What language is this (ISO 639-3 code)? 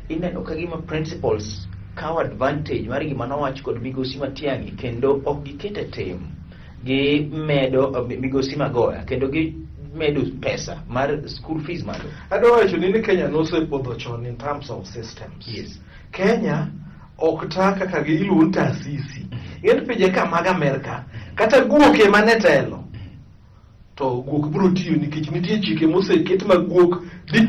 luo